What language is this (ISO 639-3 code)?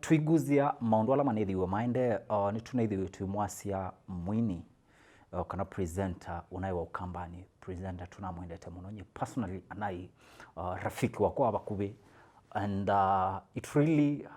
kam